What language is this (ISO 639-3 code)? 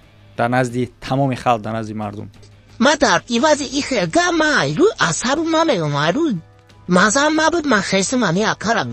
tgk